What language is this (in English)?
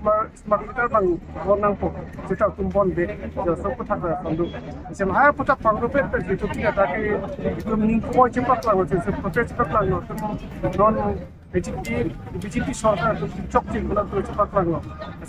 Karbi